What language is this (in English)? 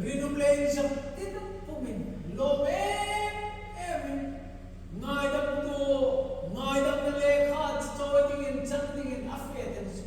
Hmar